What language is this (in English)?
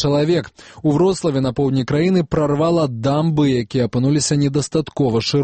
Belarusian